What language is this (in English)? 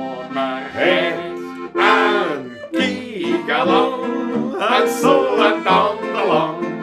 Bavarian